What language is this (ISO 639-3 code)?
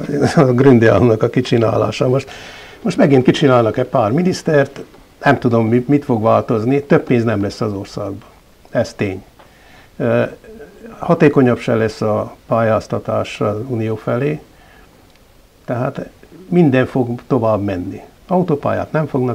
hun